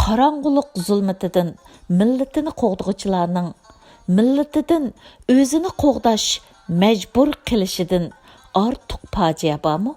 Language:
Uyghur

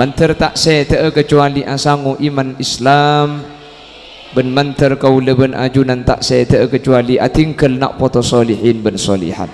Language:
Madurese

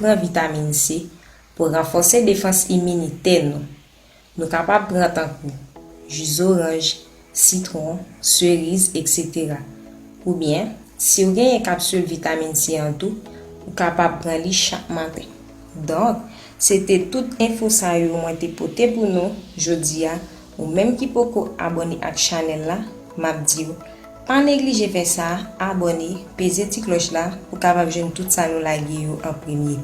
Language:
Haitian Creole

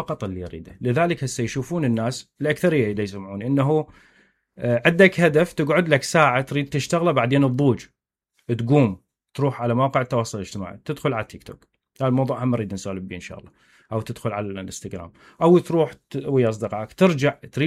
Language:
Mesopotamian Arabic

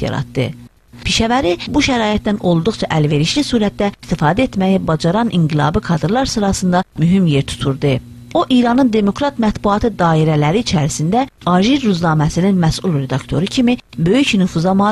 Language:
South Azerbaijani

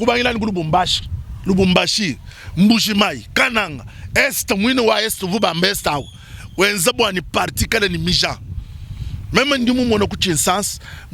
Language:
Luba-Lulua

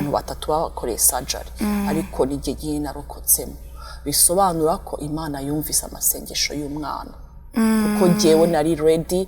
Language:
Kinyarwanda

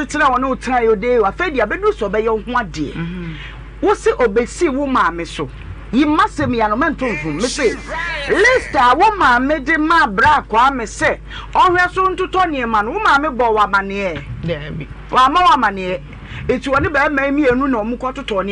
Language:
Akan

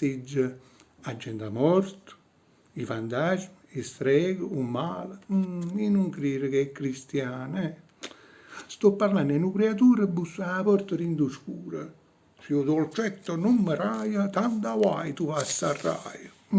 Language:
Neapolitan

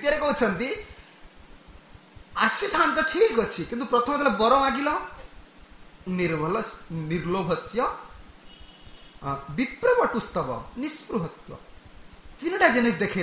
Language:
Odia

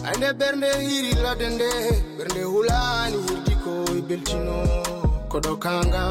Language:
Fula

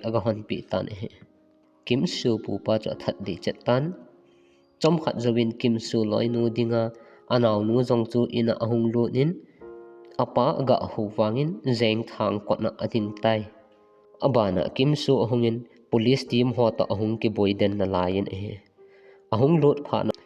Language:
Thado Chin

